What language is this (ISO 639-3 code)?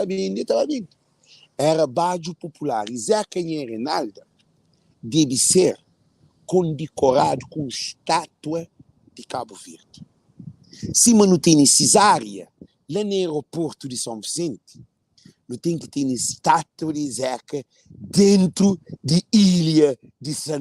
kea